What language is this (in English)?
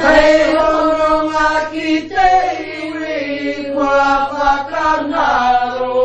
Māori